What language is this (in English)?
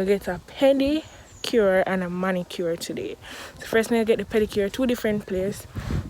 Jamaican Creole English